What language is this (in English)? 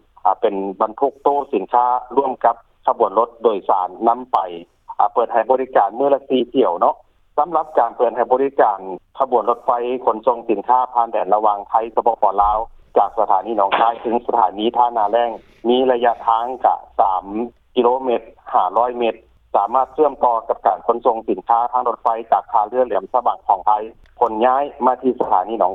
Lao